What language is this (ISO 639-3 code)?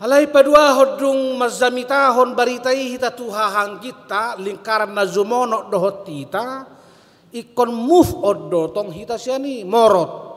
bbc